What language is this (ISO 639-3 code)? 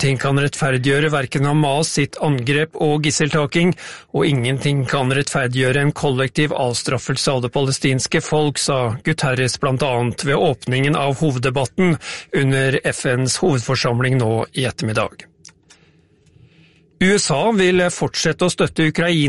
nor